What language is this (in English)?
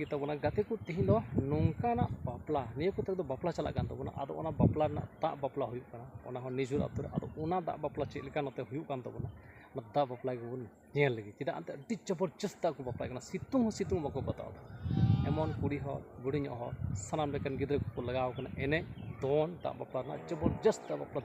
Santali